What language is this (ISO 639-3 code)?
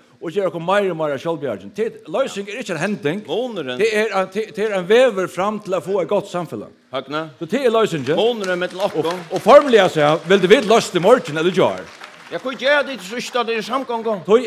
fao